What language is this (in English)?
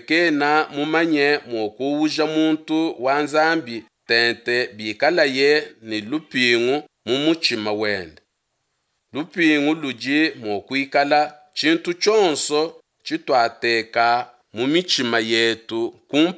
Luba-Lulua